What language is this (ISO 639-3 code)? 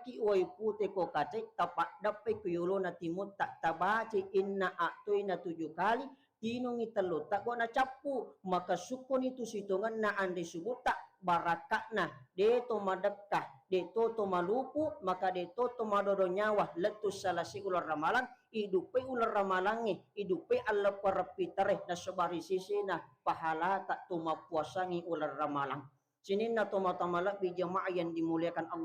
bug